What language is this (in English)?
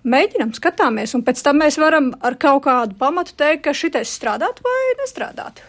Latvian